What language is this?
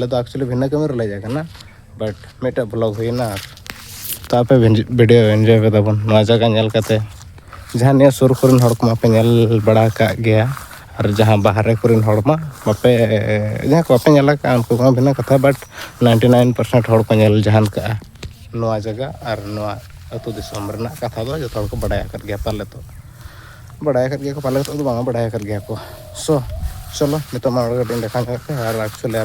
Santali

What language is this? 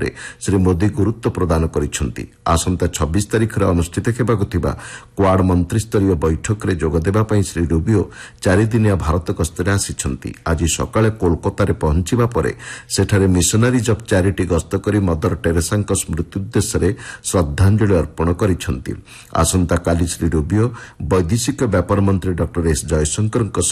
Odia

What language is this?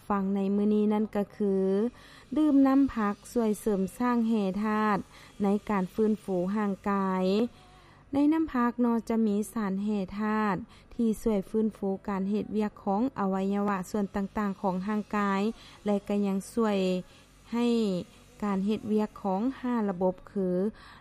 Lao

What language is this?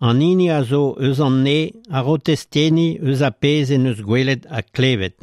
Breton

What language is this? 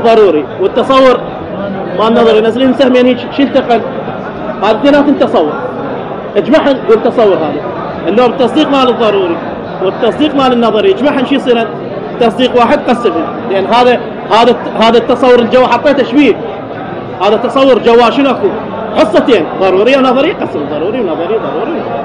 Mesopotamian Arabic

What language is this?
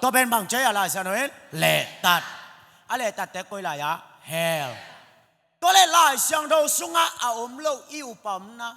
Tedim Chin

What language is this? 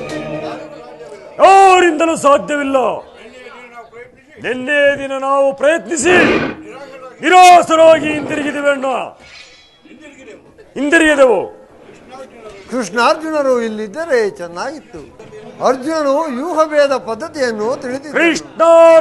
Kannada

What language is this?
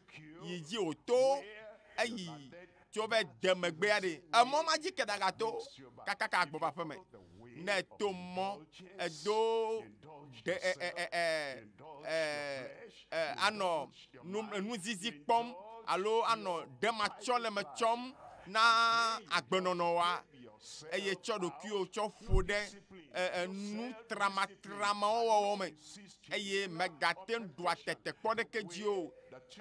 Ewe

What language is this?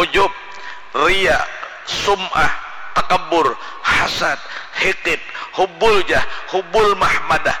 Banjar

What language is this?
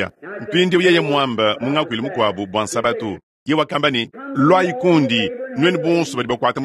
Luba-Lulua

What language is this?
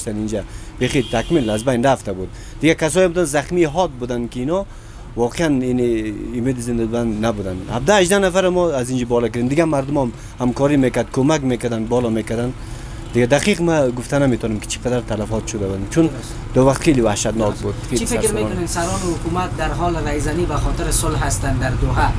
Persian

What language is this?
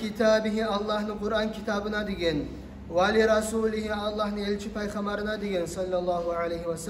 Kumyk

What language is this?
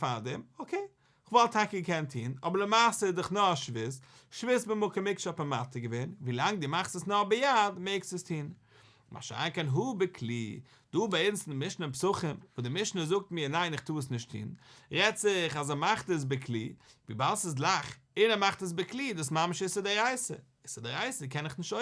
Yiddish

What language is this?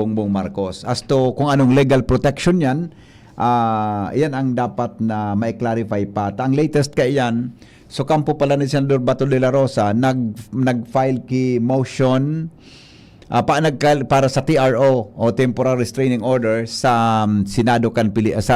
Bikol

